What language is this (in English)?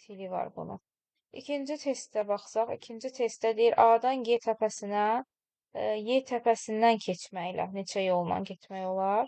Azerbaijani